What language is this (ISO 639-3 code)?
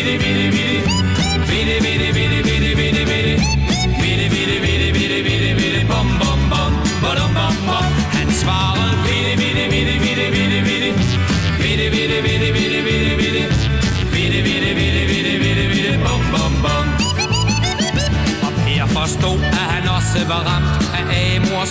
dan